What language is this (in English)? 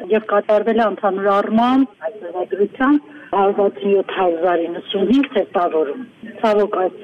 Armenian